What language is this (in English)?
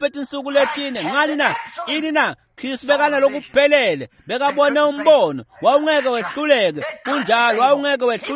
Swati